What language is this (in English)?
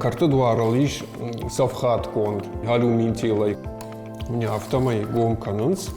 Ossetic